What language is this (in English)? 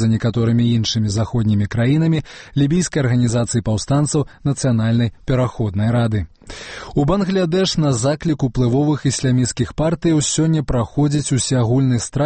Belarusian